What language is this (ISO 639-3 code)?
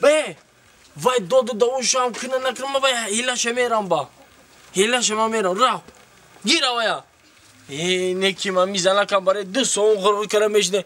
tgk